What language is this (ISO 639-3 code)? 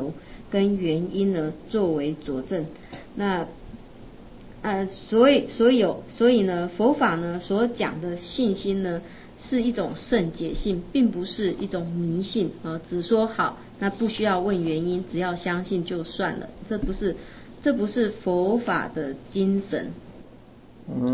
zho